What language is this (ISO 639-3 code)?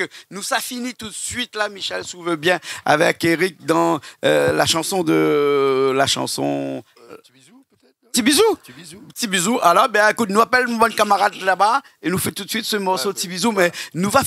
rcf